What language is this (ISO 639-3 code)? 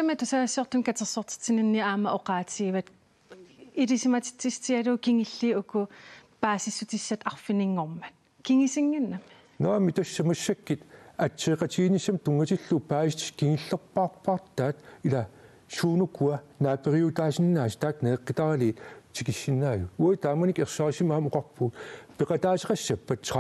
kal